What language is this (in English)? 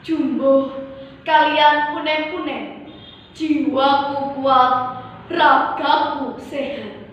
Javanese